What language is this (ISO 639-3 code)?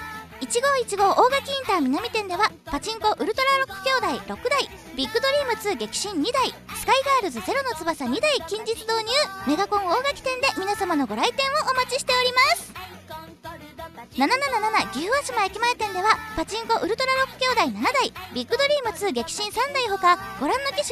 jpn